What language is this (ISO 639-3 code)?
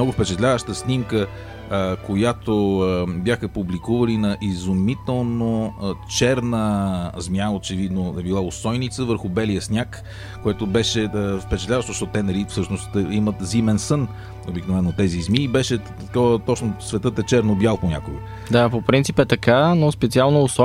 bul